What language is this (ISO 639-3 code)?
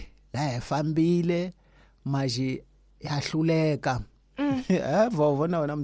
tso